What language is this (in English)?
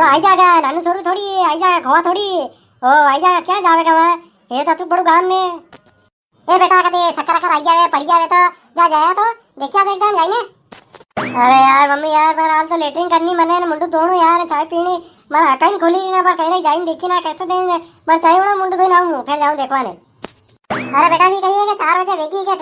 Rajasthani